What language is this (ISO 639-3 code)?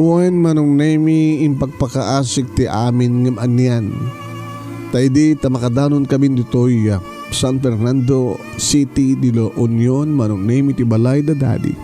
ilo